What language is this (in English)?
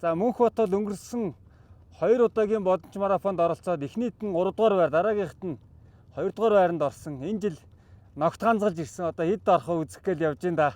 Mongolian